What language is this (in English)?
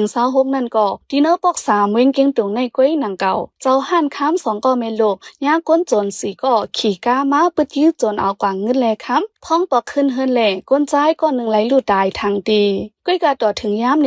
Shan